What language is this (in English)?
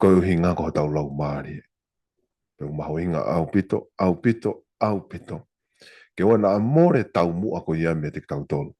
Tongan